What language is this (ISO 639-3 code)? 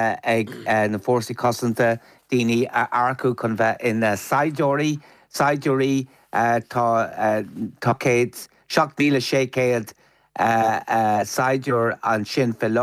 gle